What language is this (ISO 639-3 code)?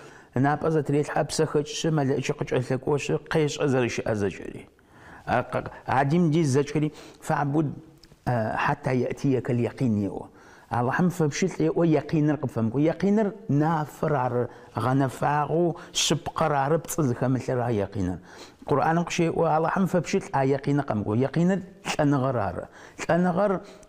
ady